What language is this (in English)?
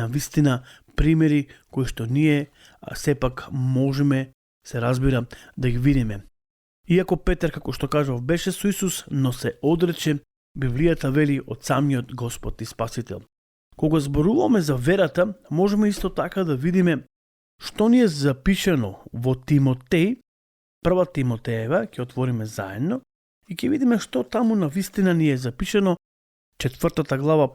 Macedonian